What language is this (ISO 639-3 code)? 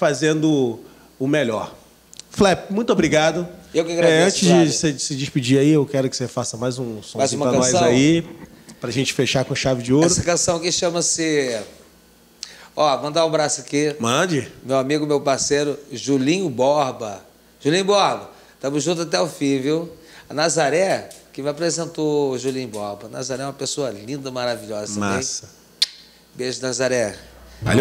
por